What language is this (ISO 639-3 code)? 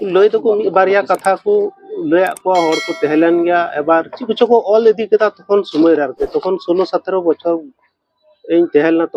sat